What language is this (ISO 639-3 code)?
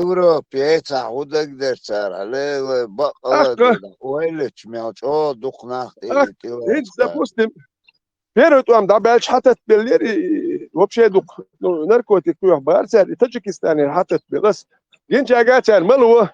che